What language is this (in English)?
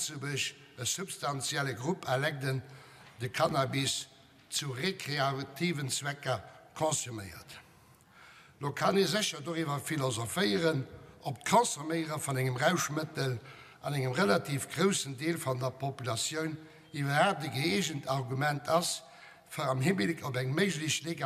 Luxembourgish